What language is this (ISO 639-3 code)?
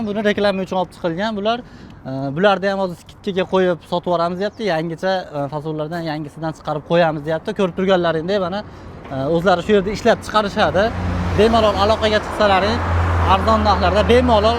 uzb